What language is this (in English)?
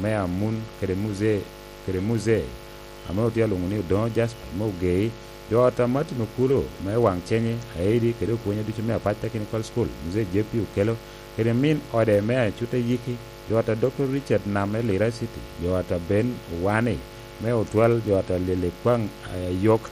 Lango (Uganda)